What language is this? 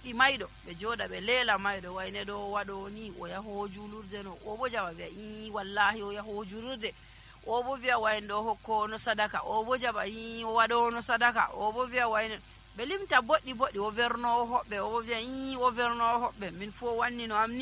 Nigerian Fulfulde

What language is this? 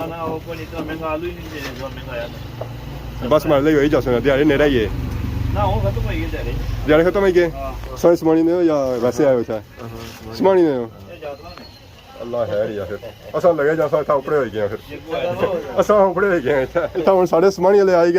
Pahari-Potwari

